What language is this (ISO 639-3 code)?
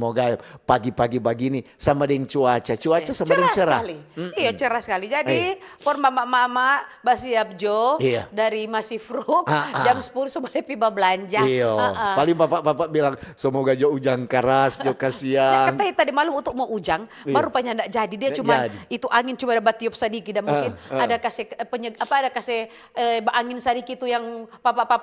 xmm